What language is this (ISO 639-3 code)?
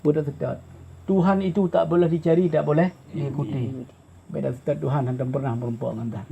ace